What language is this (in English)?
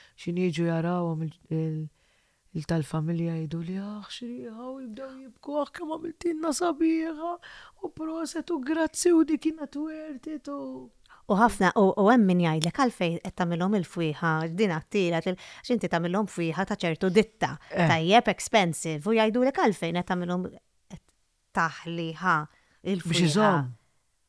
Maltese